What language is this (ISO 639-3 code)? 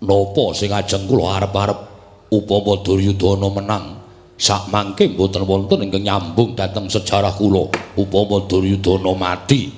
jav